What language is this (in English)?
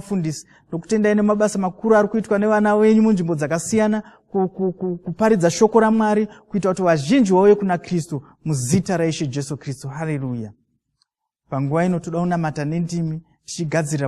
Shona